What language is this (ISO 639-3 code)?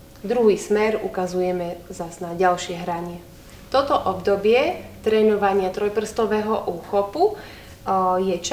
slk